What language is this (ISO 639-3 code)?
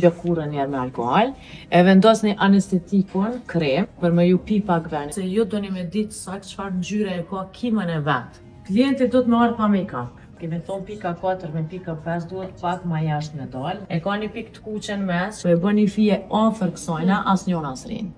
sqi